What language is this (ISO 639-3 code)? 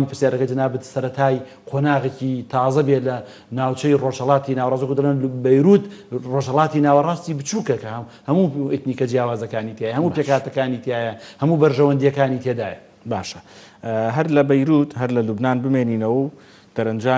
ckb